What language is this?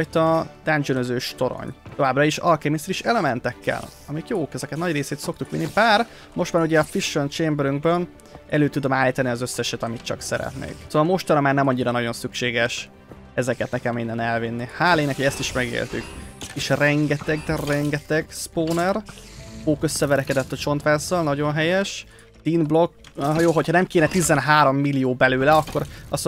Hungarian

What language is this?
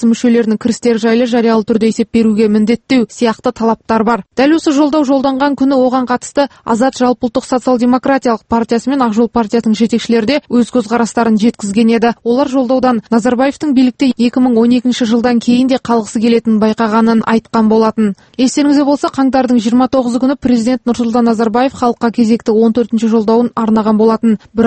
Kazakh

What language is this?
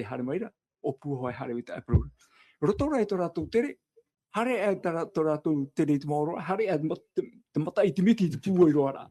Tahitian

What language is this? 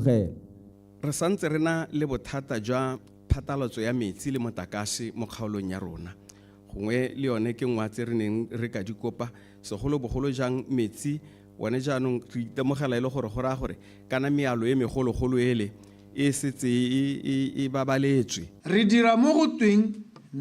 Tswana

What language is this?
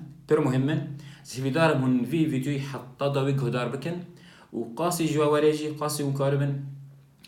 Kurdish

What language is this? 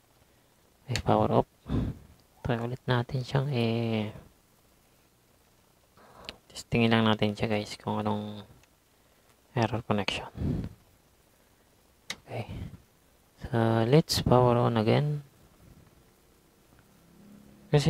Filipino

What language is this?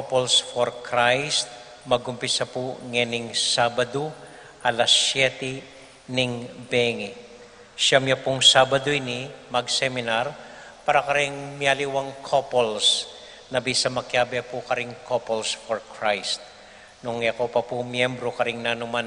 Pampanga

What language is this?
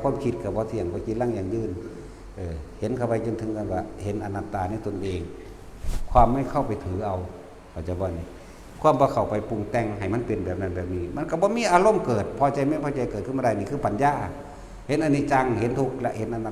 Northeastern Thai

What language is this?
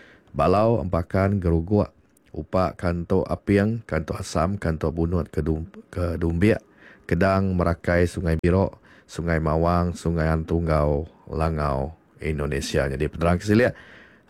Iban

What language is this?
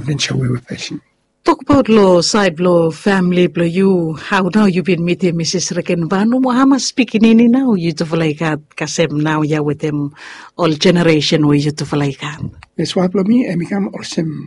Bislama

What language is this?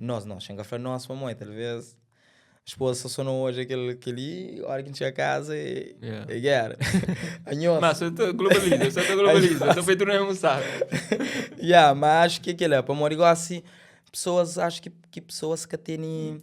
Kabuverdianu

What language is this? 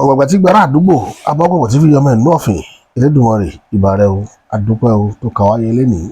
Yoruba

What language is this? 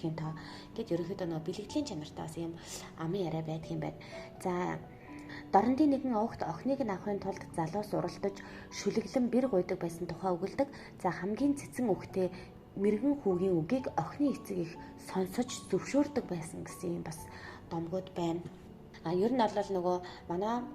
Mongolian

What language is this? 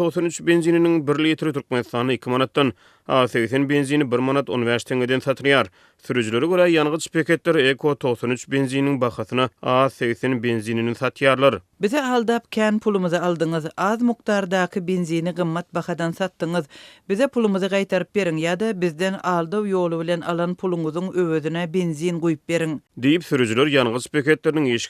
Turkmen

